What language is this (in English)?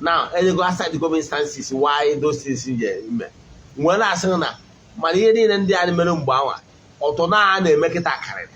Igbo